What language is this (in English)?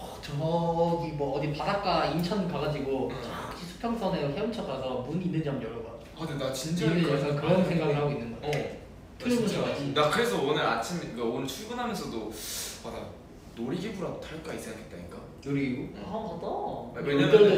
Korean